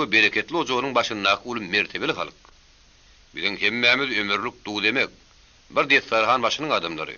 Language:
Turkmen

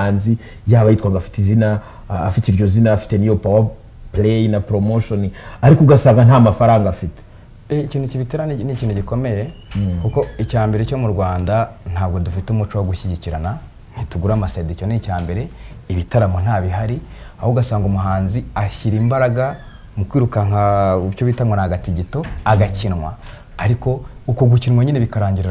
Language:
Kinyarwanda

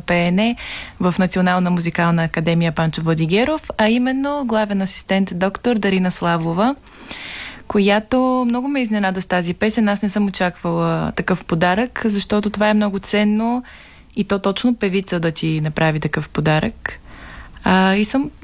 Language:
Bulgarian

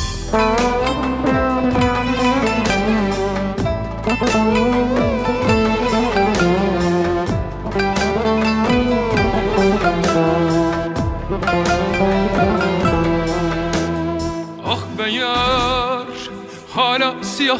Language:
Turkish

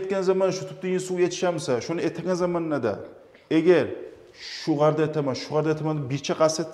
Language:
Kumyk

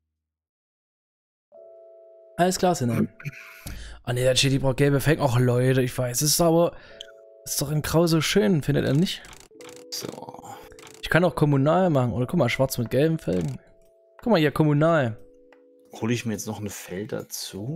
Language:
German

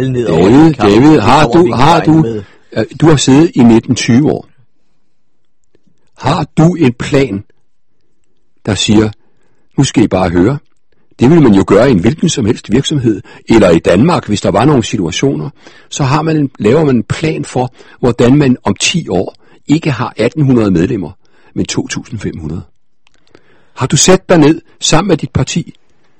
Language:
Danish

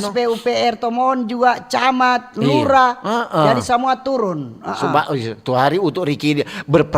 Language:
Manado Malay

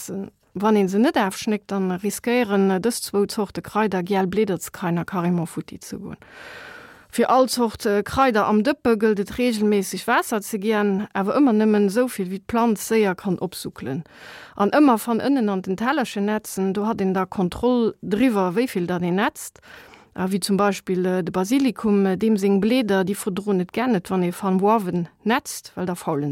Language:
Luxembourgish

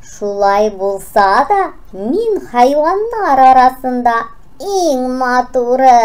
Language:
Tatar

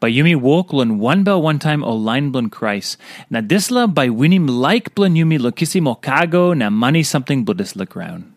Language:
Tok Pisin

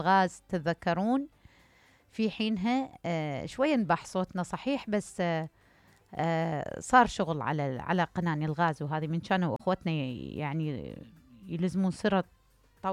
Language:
Mesopotamian Arabic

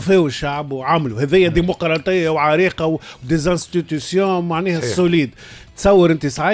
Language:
Tunisian Arabic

